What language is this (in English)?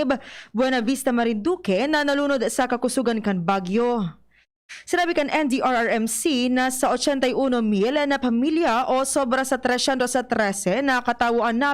Bikol